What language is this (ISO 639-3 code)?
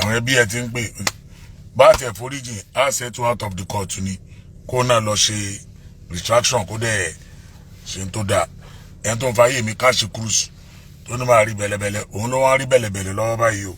yor